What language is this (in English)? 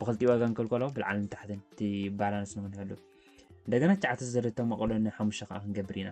Tigrinya